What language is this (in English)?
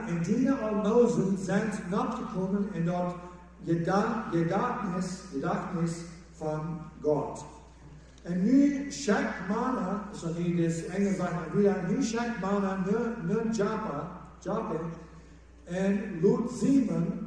Plautdietsch